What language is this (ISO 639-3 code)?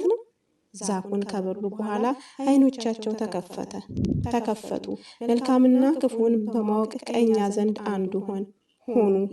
amh